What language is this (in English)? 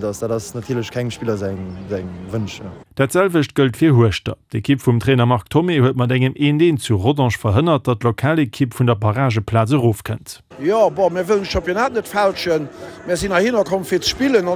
Luxembourgish